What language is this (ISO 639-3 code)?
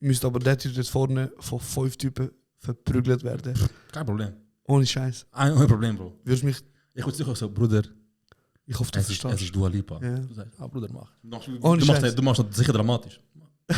gsw